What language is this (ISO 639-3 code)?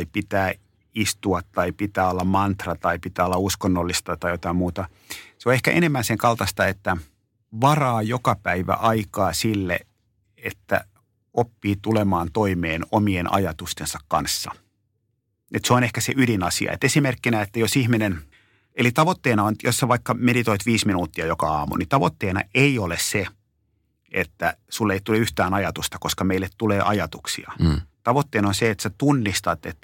fin